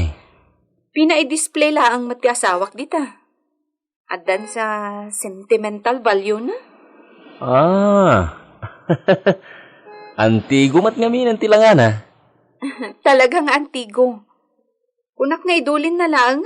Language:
Iloko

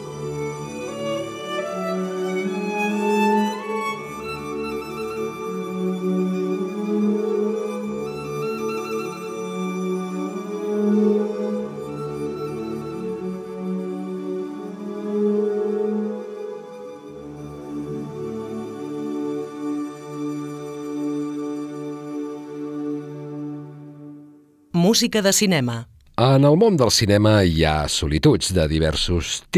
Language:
Catalan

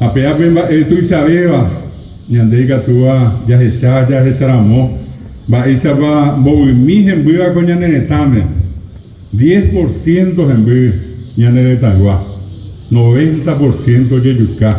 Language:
Guarani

